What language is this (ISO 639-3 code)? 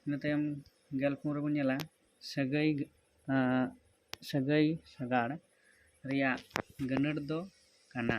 sat